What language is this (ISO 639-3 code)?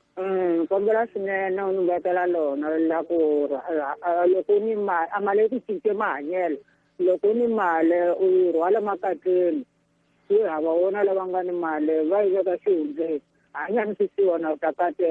tso